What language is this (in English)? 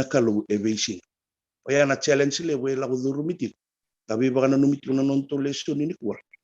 Fijian